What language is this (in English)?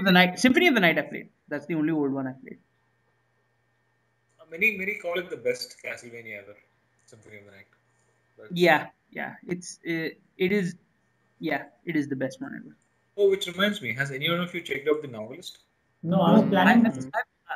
English